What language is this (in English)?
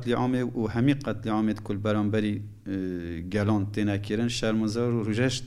Kurdish